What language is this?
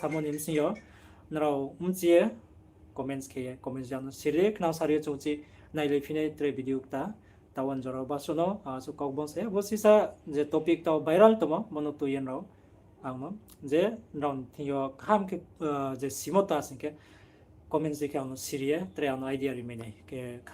Riang (India)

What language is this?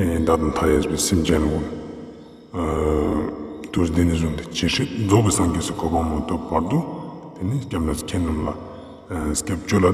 Ladakhi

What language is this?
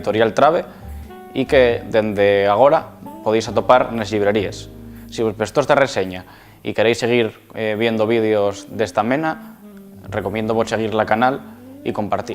Asturian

